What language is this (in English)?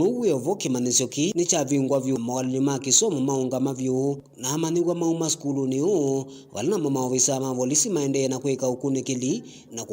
Kamba